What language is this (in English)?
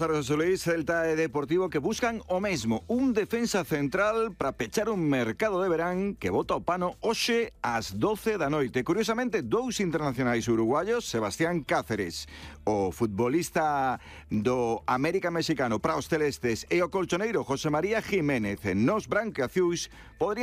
Galician